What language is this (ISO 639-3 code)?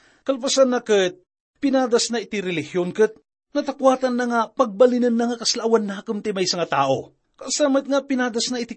ilo